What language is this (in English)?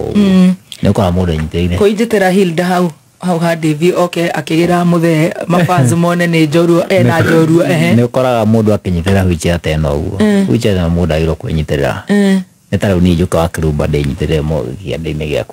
Kikuyu